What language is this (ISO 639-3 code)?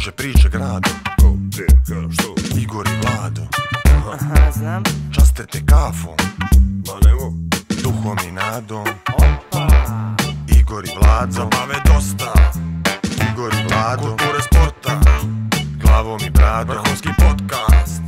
bos